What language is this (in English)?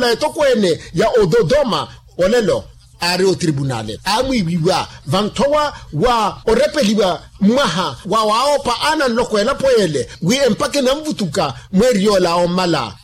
Makhuwa